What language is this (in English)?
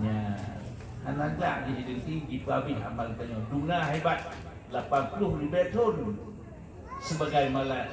Achinese